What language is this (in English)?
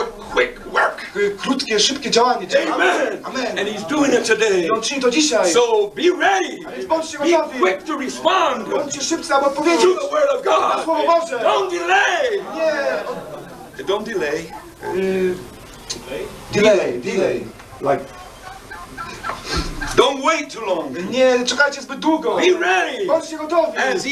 Polish